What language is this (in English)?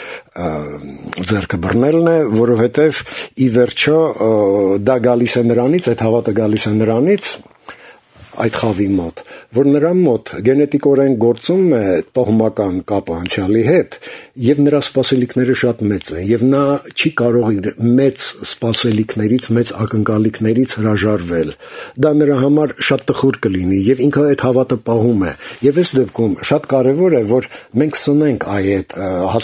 Armenian